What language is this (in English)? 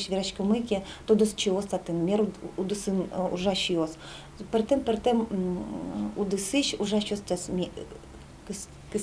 Udmurt